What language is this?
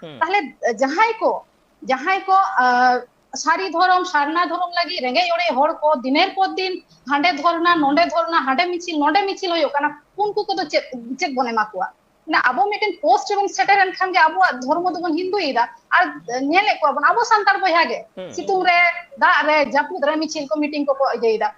Santali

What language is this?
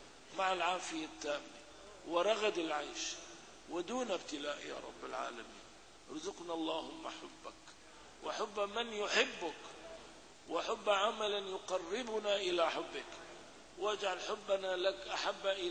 Arabic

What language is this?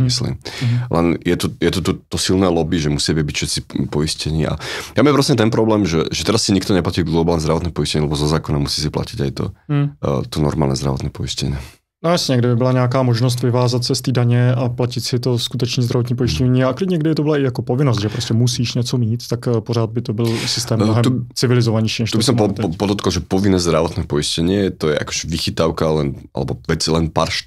Slovak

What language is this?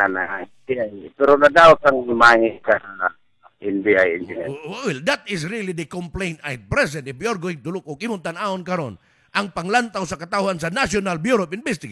Cebuano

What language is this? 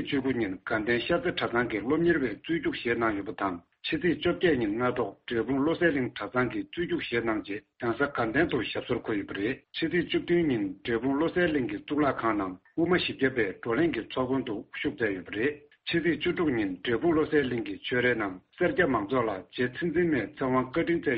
Tibetan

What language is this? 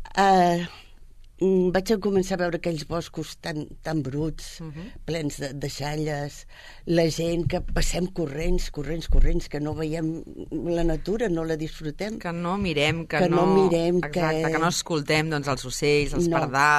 Catalan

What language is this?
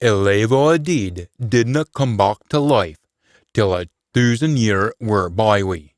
Scots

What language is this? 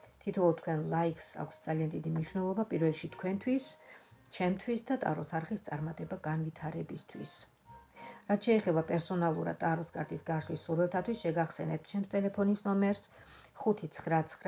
Georgian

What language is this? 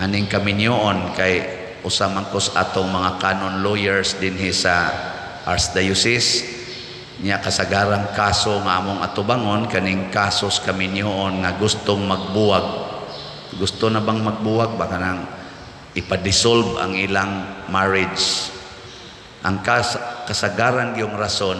Cebuano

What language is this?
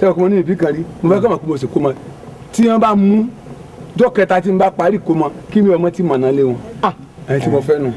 Yoruba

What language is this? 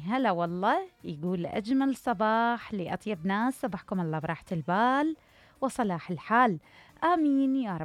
Mesopotamian Arabic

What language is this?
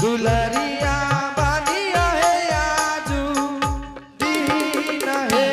Angika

